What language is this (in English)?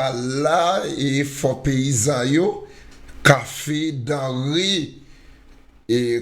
Haitian Creole